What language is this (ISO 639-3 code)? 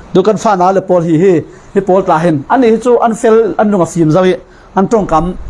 cfm